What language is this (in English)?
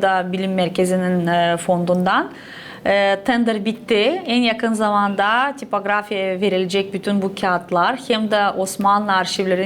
Gagauz